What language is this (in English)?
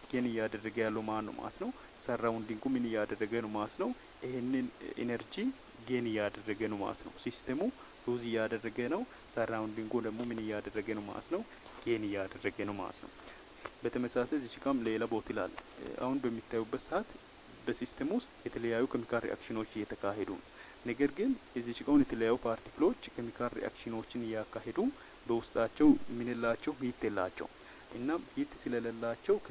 Amharic